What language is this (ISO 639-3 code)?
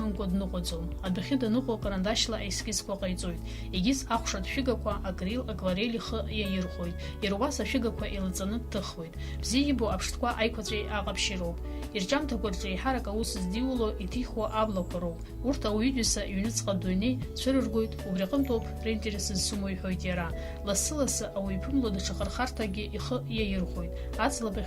abk